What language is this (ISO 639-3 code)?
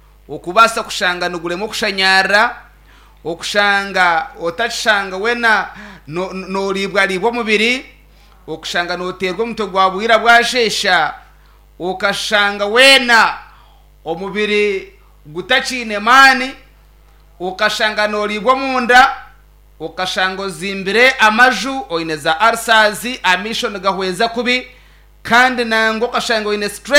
nyn